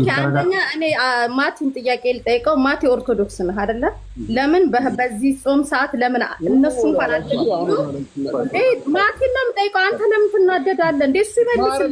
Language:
Amharic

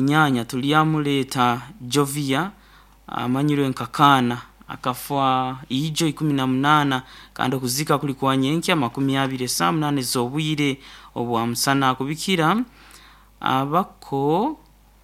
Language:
Nyoro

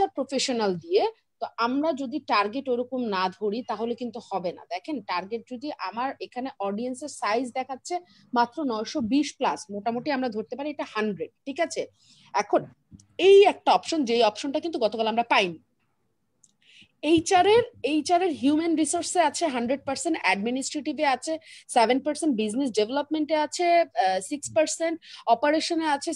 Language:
Bangla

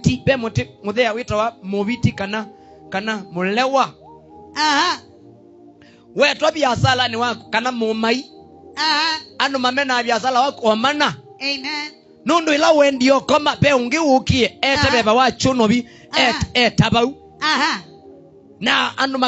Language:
Swahili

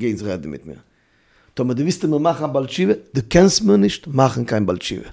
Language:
Yiddish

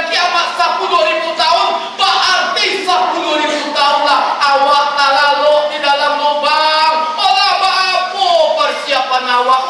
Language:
Minangkabau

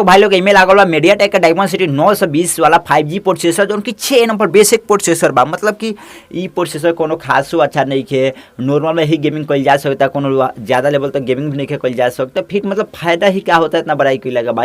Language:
Bhojpuri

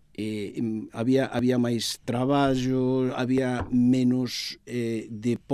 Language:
Galician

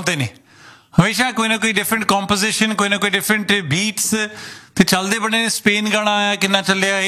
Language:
Punjabi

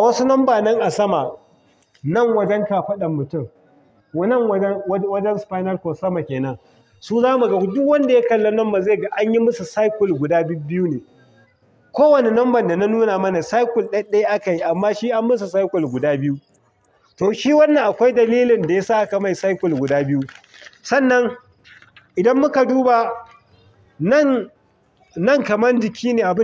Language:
Hausa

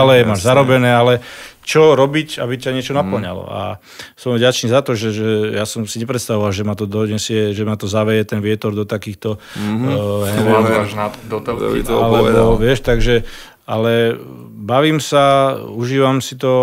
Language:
Slovak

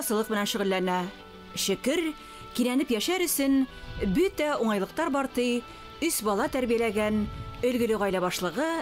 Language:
Bashkir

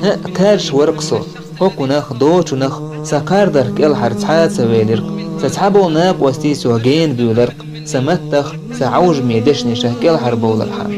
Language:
Chechen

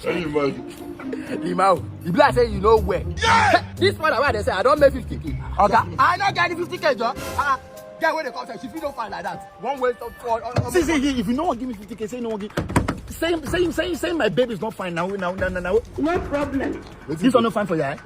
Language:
Nigerian Pidgin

